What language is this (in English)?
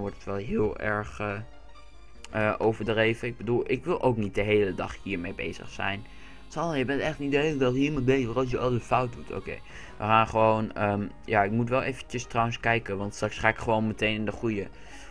Dutch